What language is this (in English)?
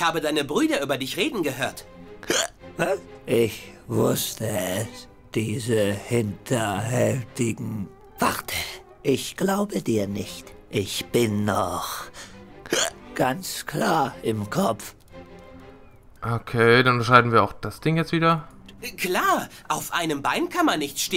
German